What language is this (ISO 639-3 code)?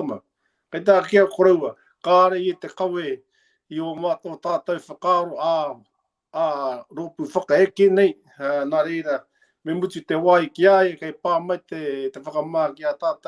mri